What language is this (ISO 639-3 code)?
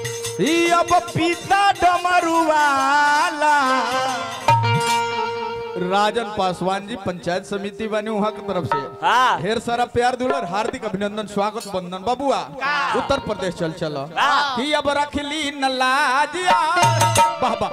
bho